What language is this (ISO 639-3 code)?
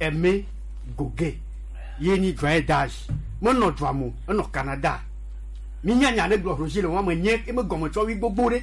gej